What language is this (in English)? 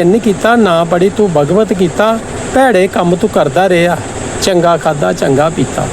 Dogri